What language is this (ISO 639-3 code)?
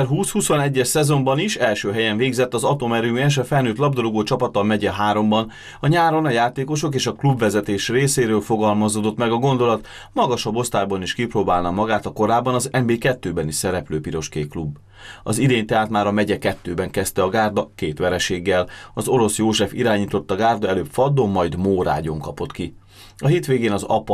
hun